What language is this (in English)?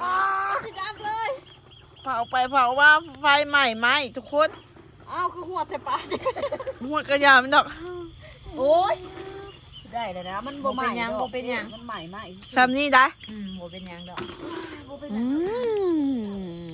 Lao